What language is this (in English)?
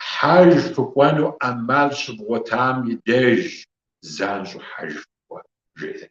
Kabardian